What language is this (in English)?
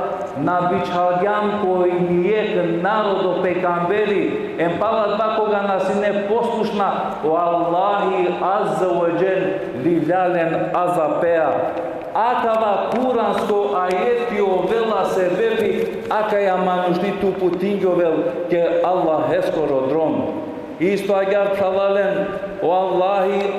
Balkan Romani